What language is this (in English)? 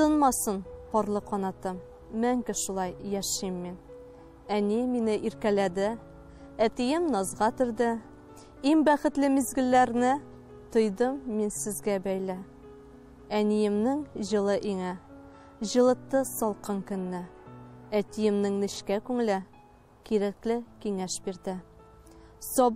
Tatar